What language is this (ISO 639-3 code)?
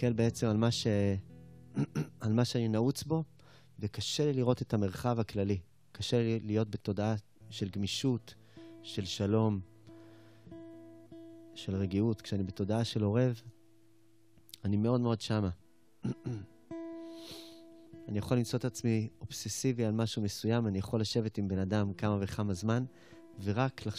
heb